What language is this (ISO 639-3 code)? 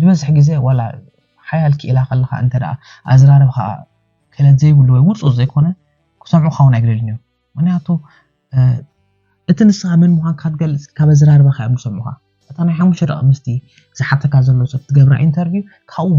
tir